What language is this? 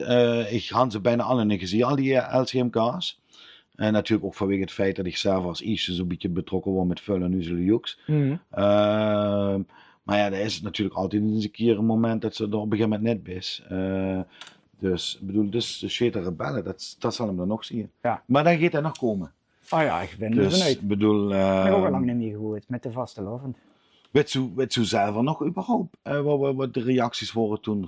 Limburgish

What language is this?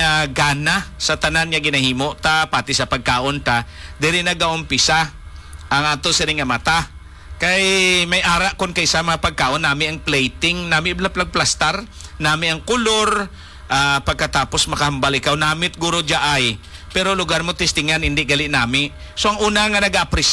Hiligaynon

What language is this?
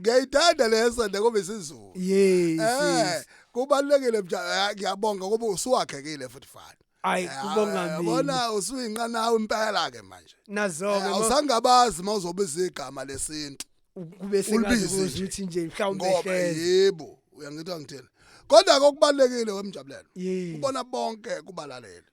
Zulu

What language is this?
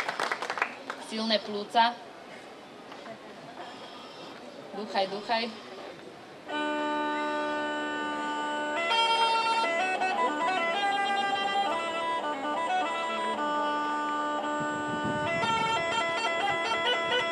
Slovak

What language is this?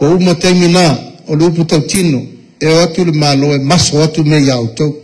Samoan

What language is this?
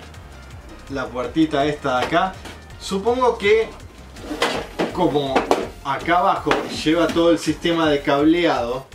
Spanish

